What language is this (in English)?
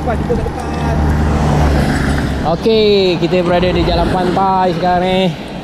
Malay